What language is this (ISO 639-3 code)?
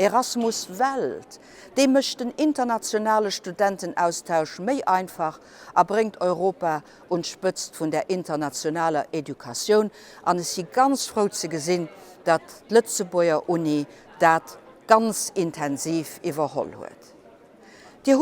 ltz